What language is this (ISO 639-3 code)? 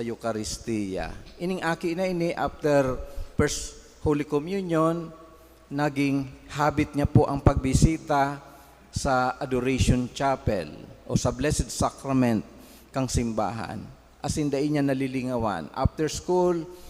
bik